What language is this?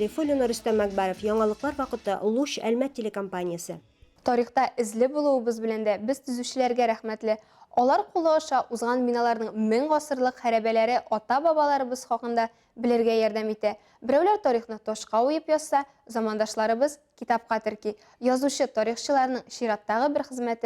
Tatar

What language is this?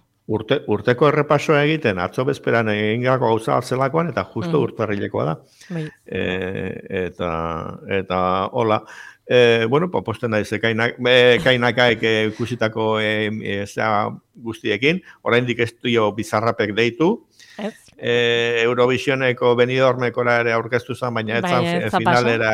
Basque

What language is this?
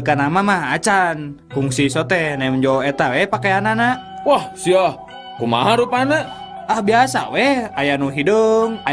Sundanese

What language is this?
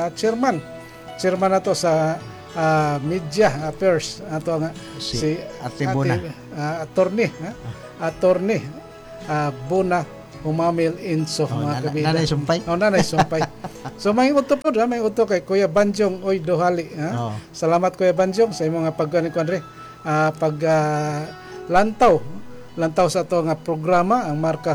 Cebuano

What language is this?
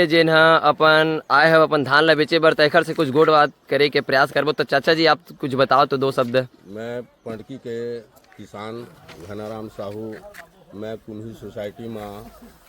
Chhattisgarhi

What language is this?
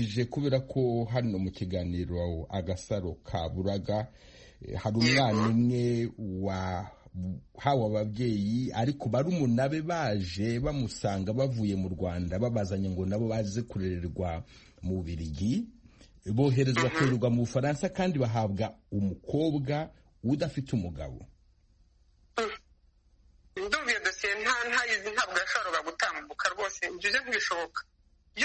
Kinyarwanda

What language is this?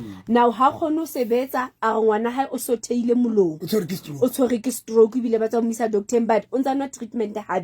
Southern Sotho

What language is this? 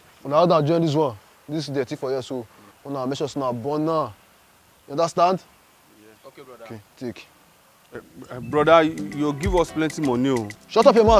Nigerian Pidgin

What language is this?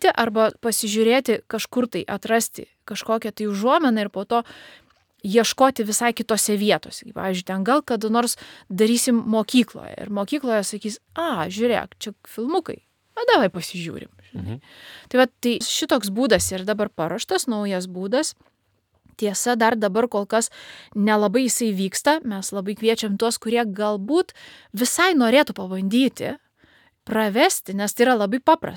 Lithuanian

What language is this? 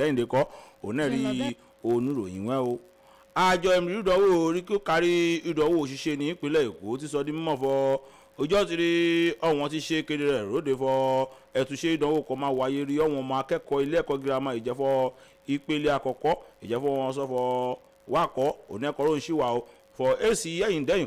Yoruba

